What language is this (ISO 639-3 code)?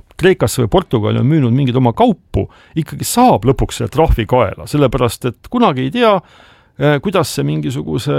est